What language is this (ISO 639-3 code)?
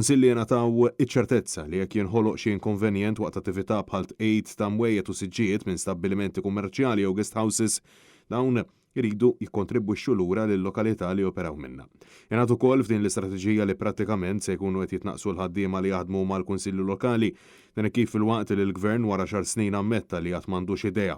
mlt